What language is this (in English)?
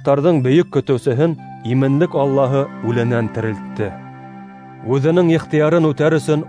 Bashkir